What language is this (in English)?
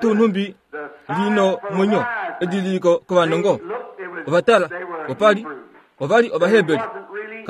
Kuanyama